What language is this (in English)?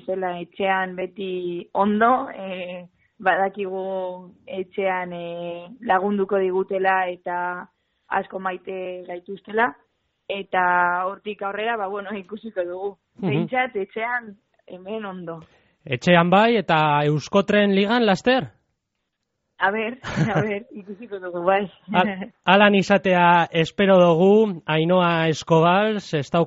Basque